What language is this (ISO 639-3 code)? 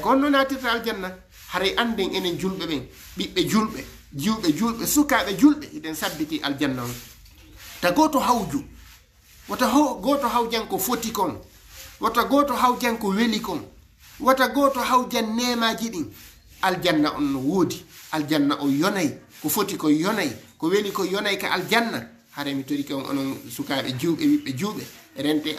ful